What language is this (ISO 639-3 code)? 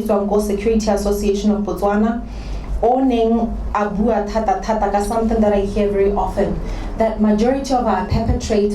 tsn